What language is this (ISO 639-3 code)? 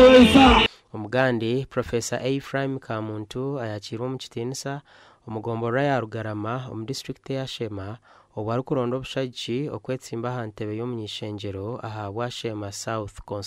nyn